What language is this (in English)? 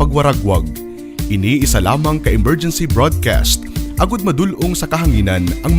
Hiligaynon